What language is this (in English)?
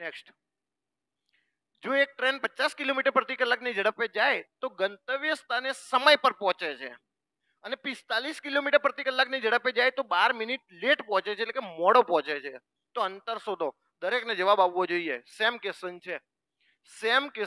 Gujarati